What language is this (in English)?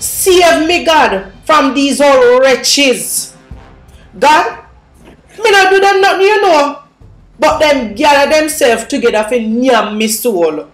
Jamaican Creole English